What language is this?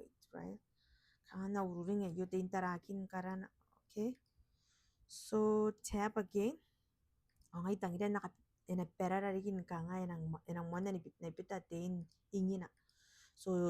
Gilbertese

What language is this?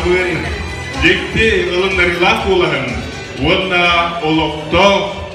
Yakut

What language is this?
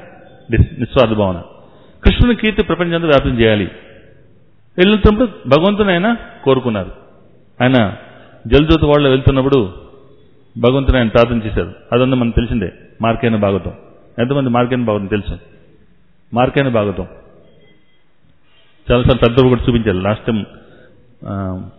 Telugu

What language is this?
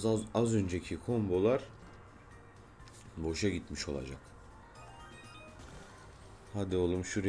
Turkish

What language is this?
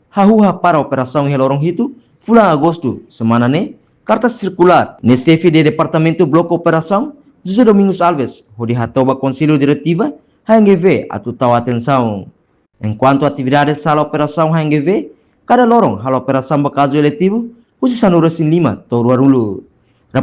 Tetum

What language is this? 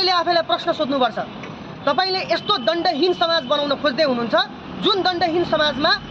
Nepali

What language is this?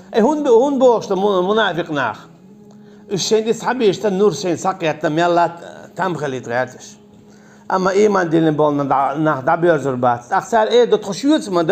Chechen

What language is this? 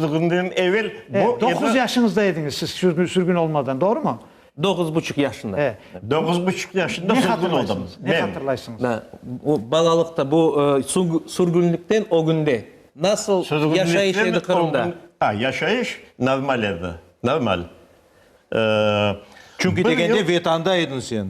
Crimean Tatar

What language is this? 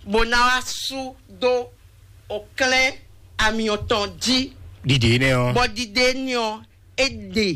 Fon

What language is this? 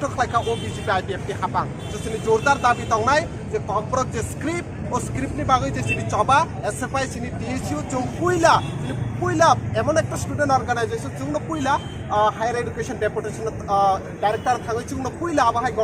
Kok Borok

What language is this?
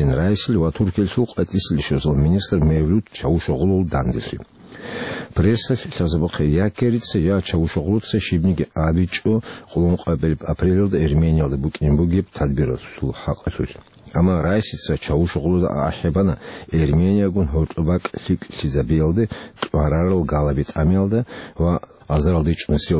Avaric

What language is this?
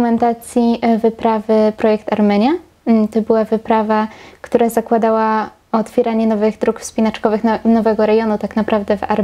Polish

